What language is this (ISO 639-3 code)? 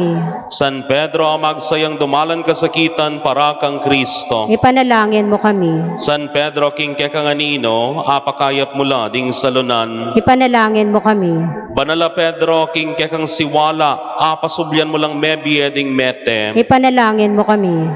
pam